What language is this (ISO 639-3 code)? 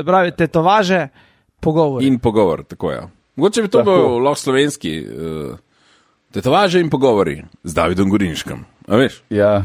slv